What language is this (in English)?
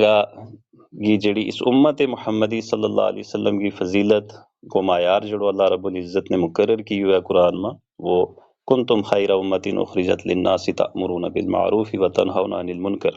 Gujari